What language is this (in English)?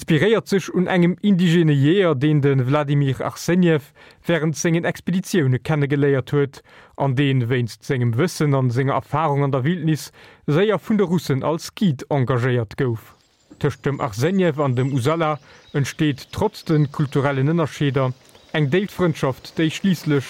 Luxembourgish